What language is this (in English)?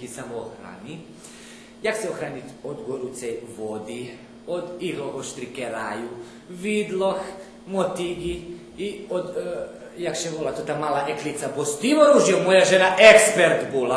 Rusyn